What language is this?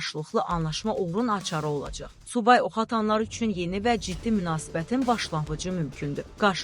Azerbaijani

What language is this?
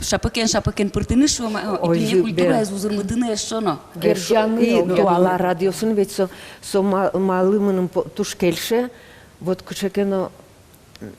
Udmurt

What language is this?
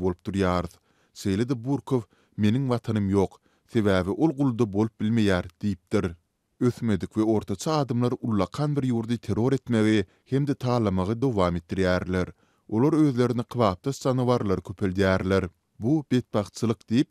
Turkmen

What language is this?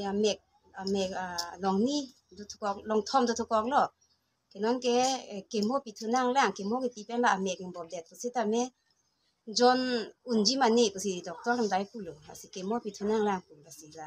Karbi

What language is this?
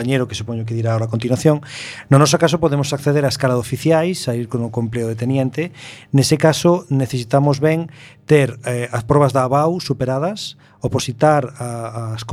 Galician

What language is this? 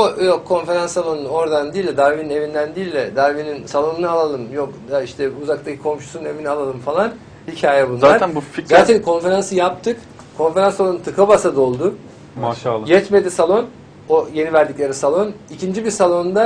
Turkish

